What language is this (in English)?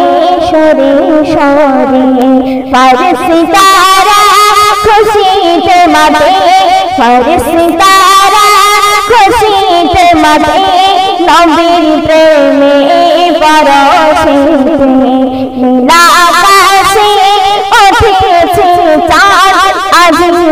Bangla